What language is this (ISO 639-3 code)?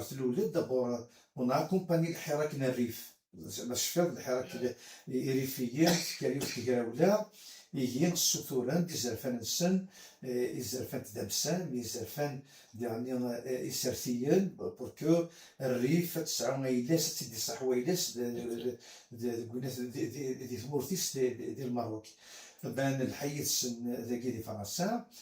kab